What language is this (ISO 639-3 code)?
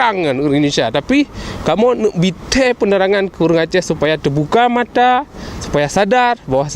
ace